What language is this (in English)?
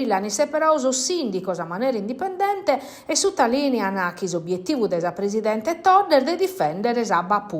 Sardinian